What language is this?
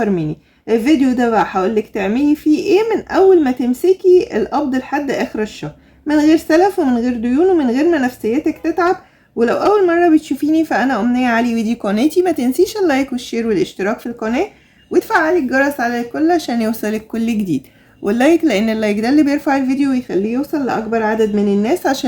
Egyptian Arabic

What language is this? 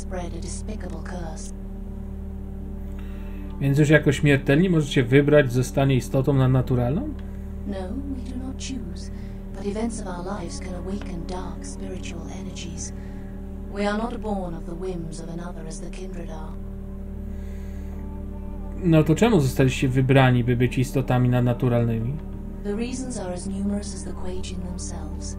Polish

